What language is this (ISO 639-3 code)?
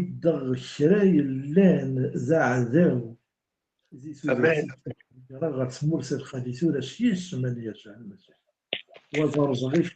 kab